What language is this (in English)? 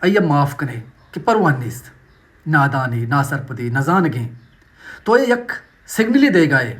Baluchi